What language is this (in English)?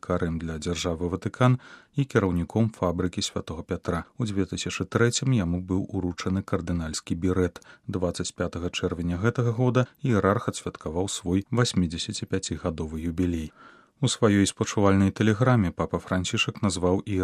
Belarusian